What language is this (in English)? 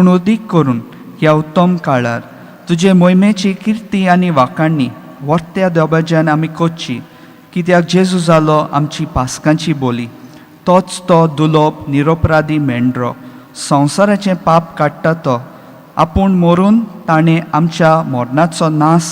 Konkani